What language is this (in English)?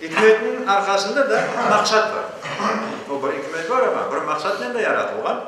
Crimean Tatar